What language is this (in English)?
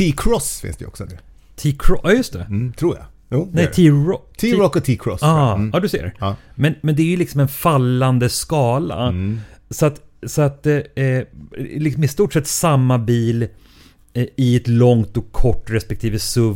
Swedish